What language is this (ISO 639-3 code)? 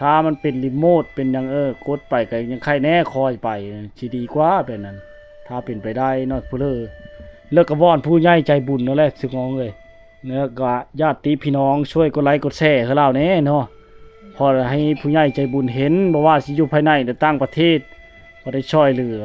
lao